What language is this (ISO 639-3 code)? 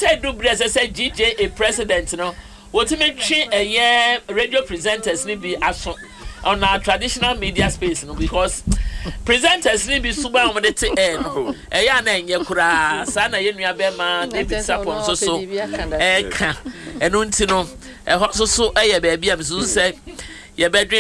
aka